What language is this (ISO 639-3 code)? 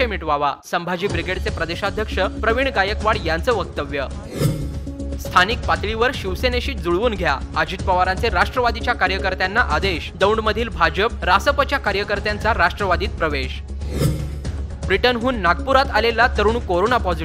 mar